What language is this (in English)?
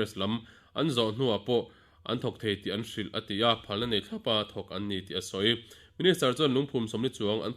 Mizo